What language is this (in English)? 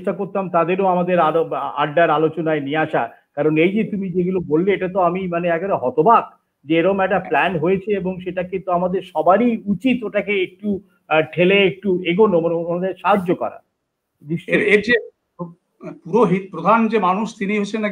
Bangla